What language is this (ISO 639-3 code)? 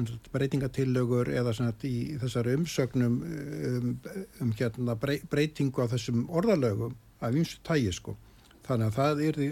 isl